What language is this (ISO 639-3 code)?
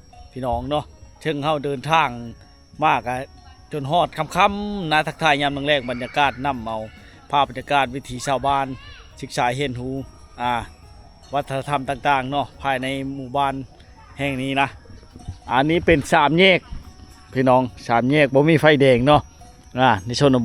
lao